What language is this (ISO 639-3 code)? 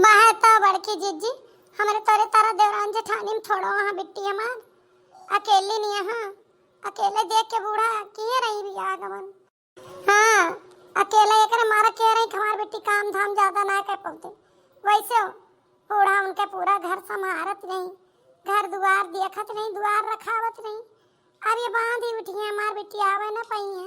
awa